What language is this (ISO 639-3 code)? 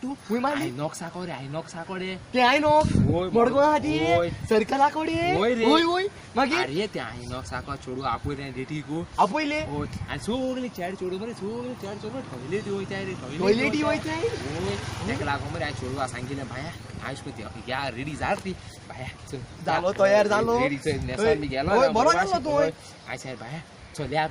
kok